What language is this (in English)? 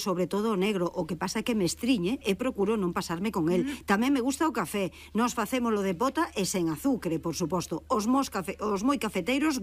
Galician